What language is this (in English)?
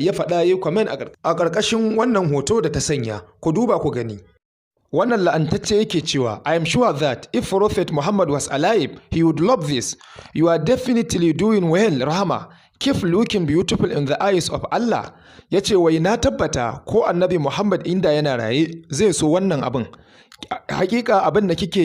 Hausa